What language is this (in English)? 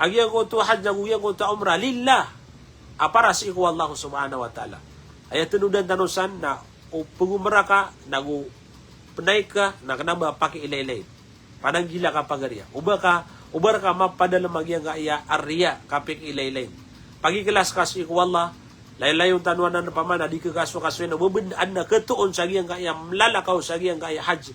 Maranao